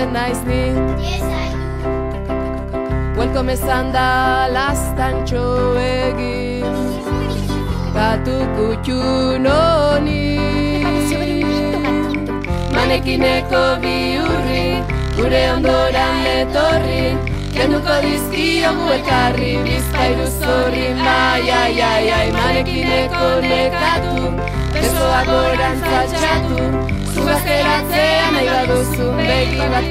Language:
Basque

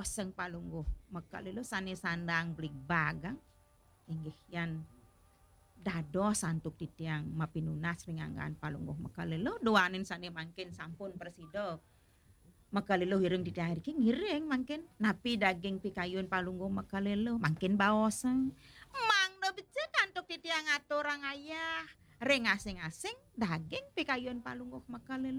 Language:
Balinese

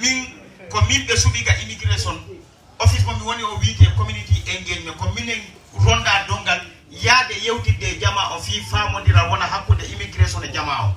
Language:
Fula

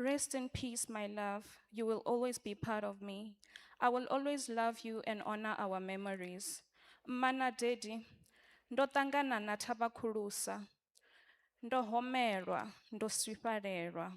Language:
Venda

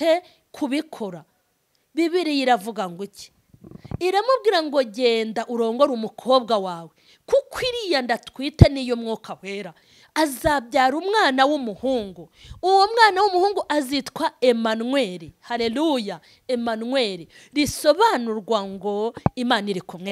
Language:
Kinyarwanda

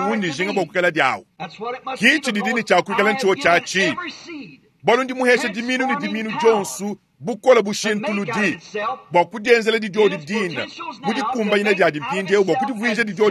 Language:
Luba-Lulua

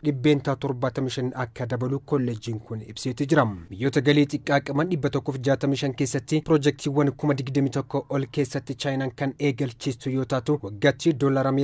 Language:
Oromo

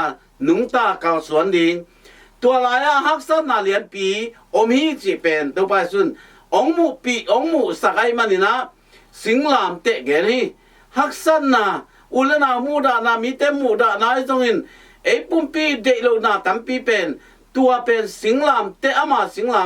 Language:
Tedim Chin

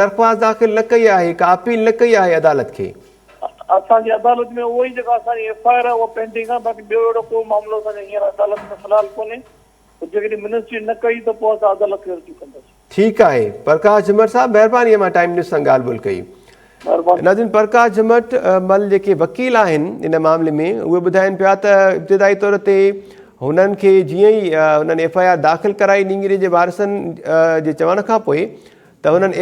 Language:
Sindhi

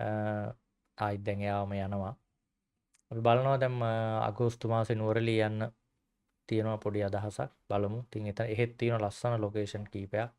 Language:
Sinhala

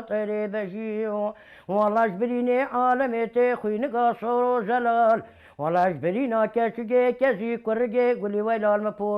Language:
Kurdish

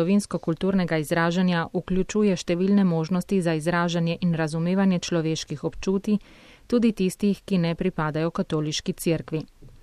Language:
Slovenian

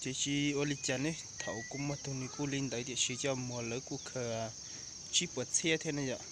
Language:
Hmong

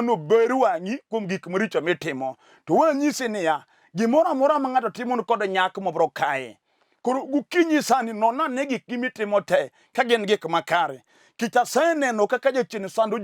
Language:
Luo (Kenya and Tanzania)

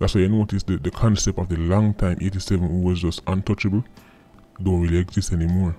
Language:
Jamaican Creole English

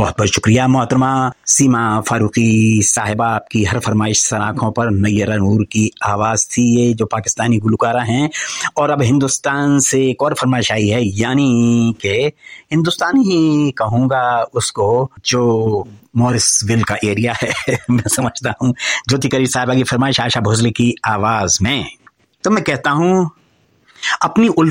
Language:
Urdu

